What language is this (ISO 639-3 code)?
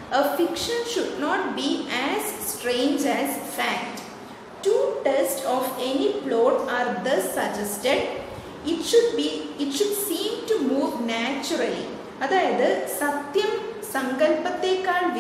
mal